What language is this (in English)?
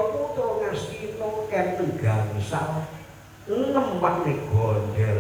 Javanese